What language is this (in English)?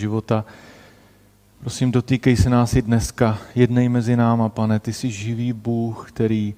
Czech